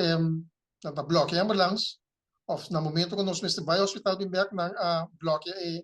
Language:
Papiamento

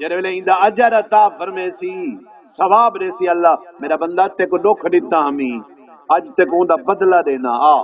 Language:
Saraiki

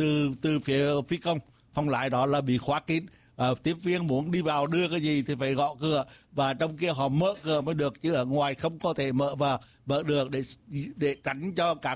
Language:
Vietnamese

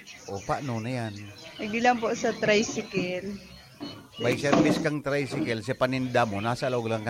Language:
Bikol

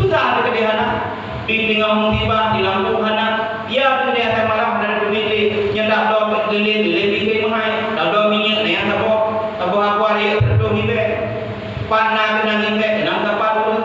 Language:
Achinese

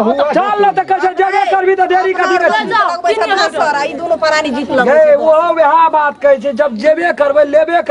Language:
Maithili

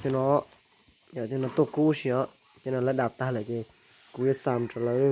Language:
Hmong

